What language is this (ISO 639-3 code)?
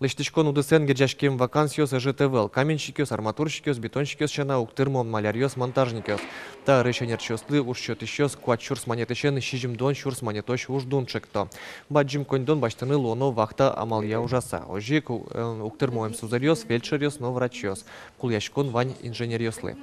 udm